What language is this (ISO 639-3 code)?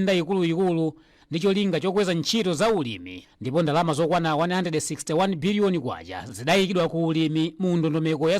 nya